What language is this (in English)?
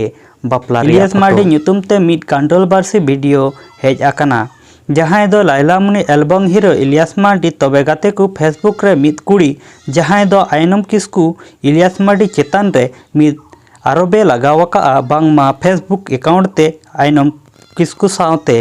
Santali